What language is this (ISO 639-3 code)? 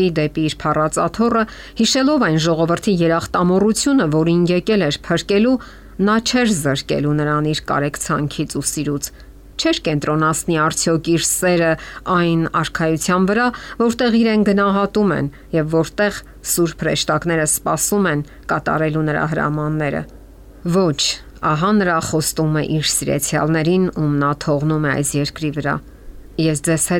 hye